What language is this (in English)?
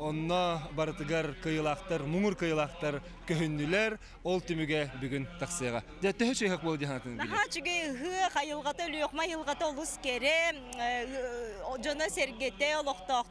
Yakut